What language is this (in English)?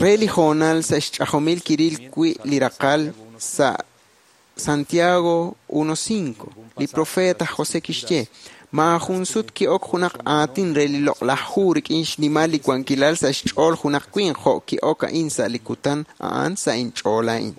Kekchí